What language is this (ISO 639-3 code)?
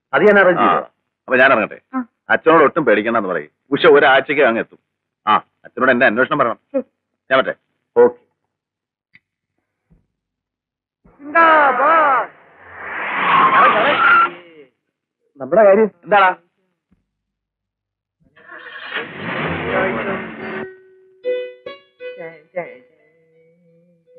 mal